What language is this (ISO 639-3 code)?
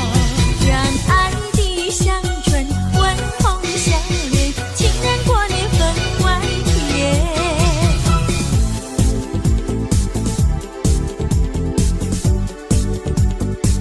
zho